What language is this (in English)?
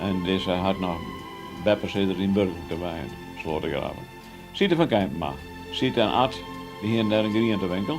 Western Frisian